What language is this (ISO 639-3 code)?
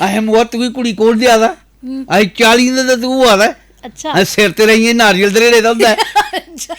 doi